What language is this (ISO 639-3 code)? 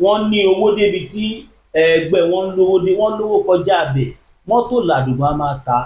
yor